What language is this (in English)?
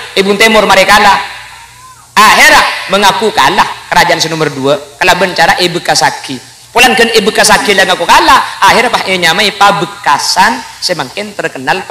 Madurese